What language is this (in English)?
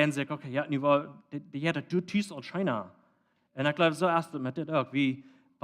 Plautdietsch